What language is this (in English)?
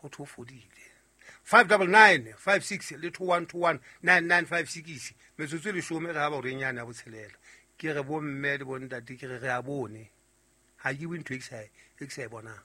Southern Sotho